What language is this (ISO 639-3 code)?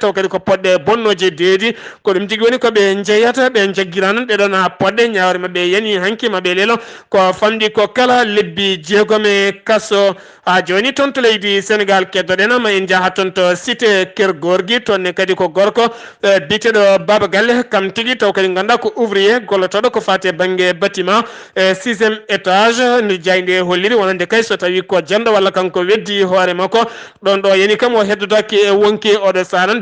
ful